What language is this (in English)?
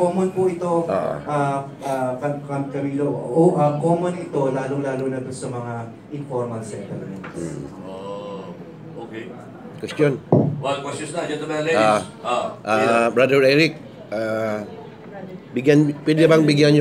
Filipino